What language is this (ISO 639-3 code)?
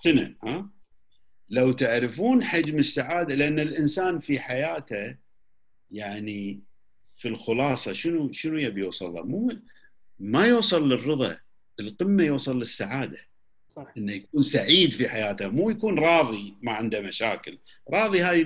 afb